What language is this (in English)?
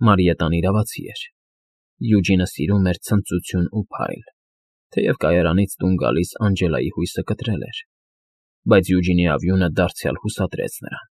Armenian